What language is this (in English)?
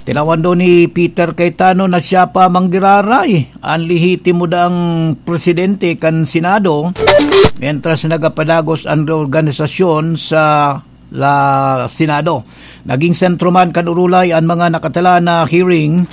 Bikol